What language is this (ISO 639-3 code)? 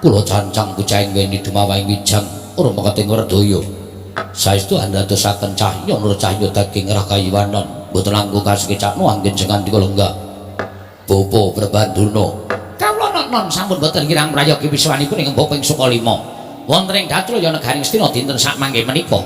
jav